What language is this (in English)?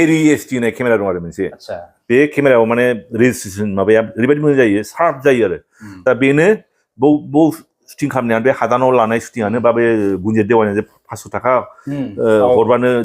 Bodo